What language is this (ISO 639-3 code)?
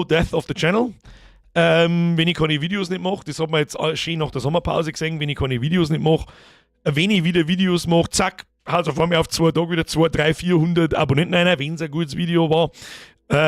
bar